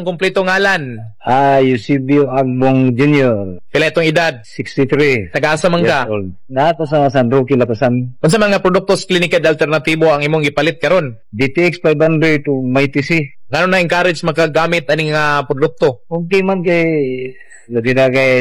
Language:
Cebuano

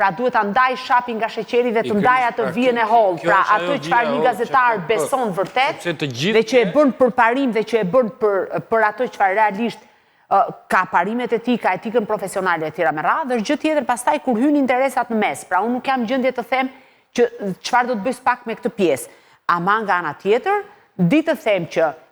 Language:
Albanian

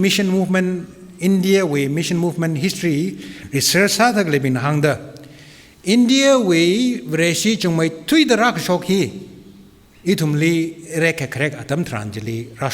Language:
Tangkhul Naga (India)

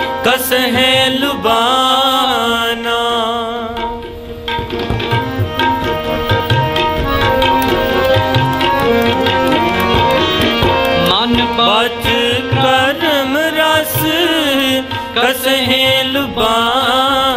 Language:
Punjabi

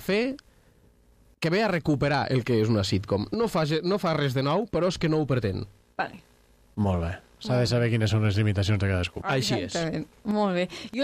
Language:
Catalan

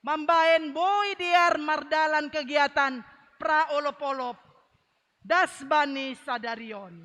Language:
Batak Simalungun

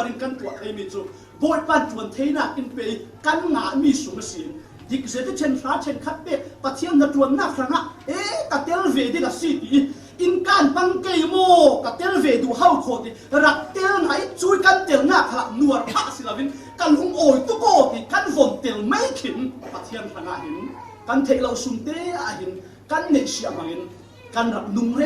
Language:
Falam Chin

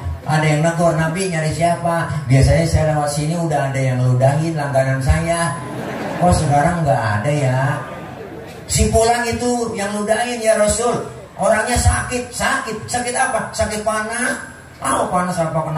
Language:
Betawi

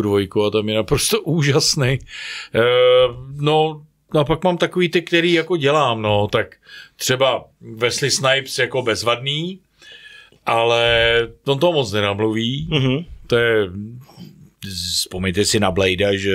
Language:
Czech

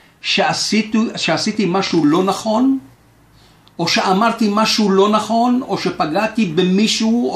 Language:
Hebrew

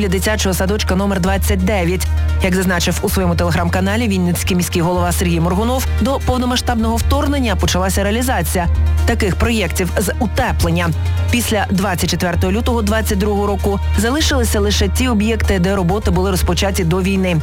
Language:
Ukrainian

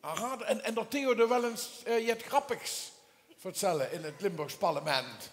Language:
Limburgish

